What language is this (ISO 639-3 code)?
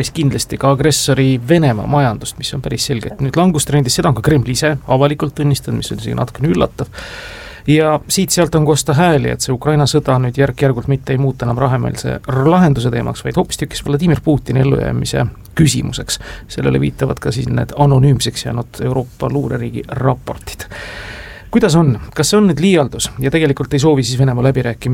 est